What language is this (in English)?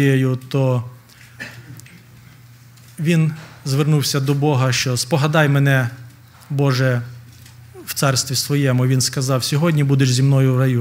Ukrainian